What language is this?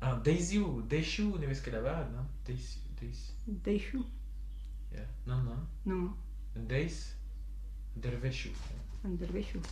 Breton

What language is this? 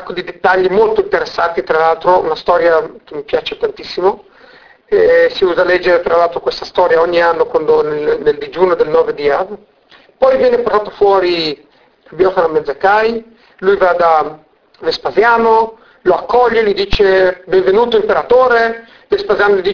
Italian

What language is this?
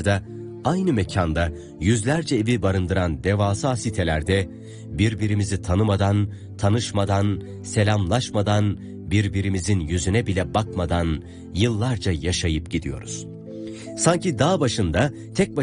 Turkish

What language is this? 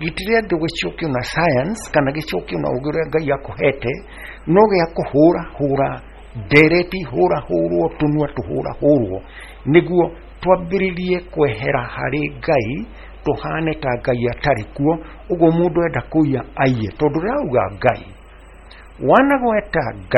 Kikuyu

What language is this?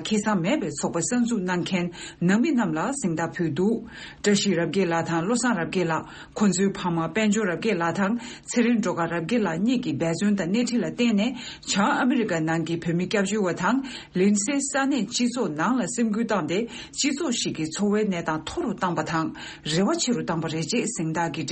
Tibetan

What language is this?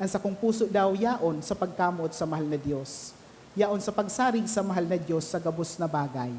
Bikol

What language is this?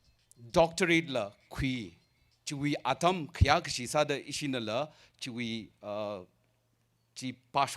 Tangkhul Naga (India)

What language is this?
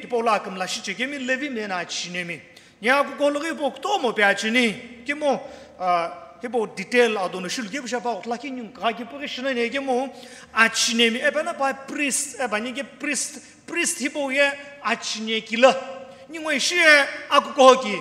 Sumi Naga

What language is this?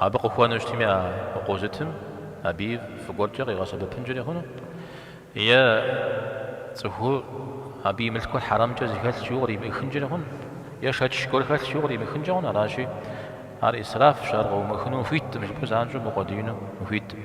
Kabardian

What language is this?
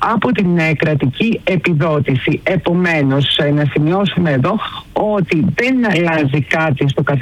Greek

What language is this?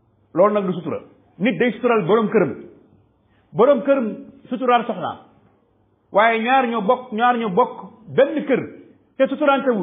Wolof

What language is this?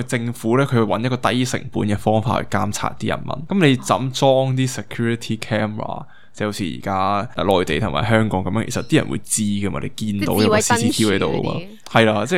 Cantonese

